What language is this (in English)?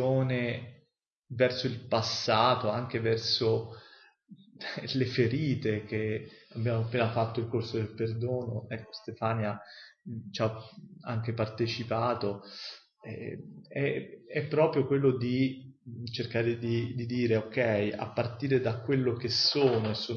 Italian